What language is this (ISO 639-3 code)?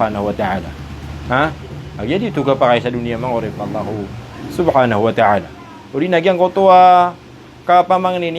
mrw